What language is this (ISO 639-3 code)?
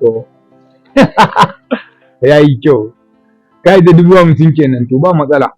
hau